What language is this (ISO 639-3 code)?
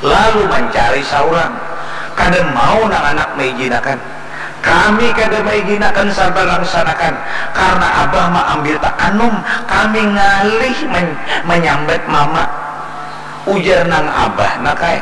bjn